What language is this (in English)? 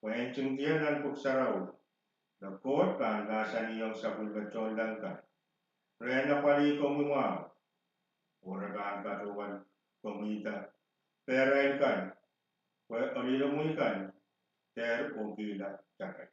Pohnpeian